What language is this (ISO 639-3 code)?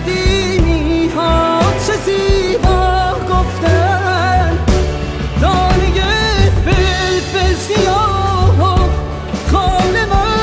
fas